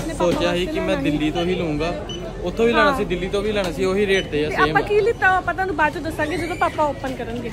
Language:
Punjabi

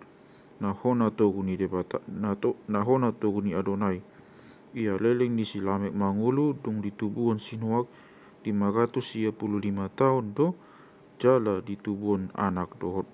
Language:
Batak Toba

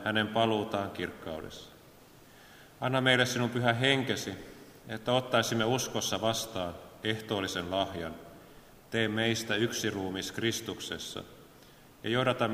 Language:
Finnish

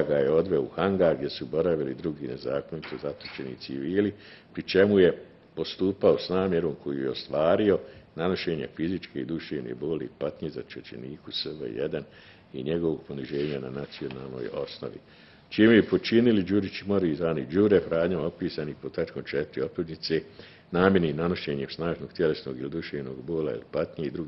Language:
Bosnian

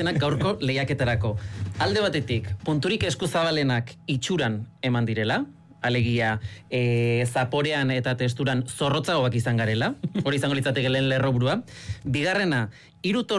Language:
Basque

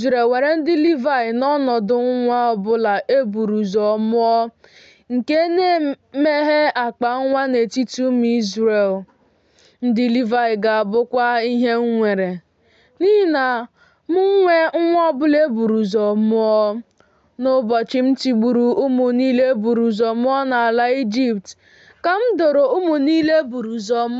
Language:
Igbo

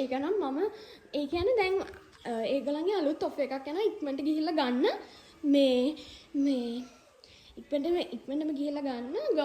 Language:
Sinhala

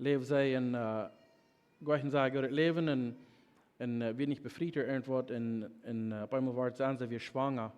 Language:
Plautdietsch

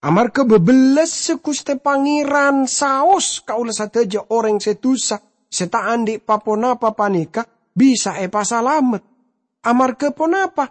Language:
Madurese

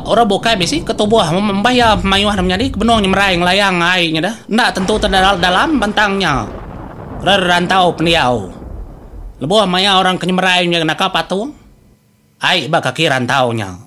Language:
Iban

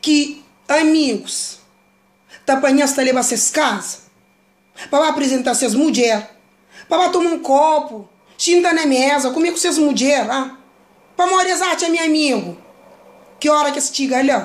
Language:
Kabuverdianu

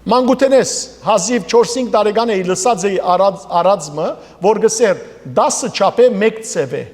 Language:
Western Armenian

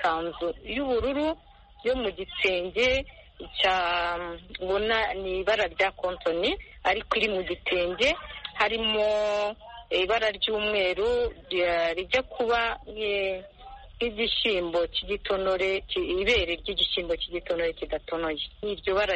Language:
Kinyarwanda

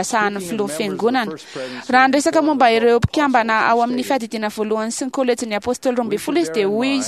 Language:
Malagasy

